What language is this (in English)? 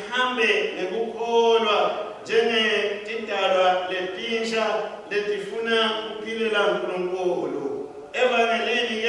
Swati